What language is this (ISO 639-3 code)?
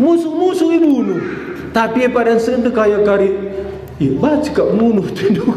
btx